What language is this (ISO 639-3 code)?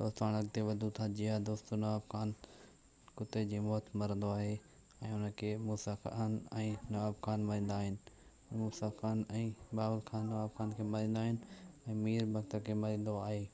snd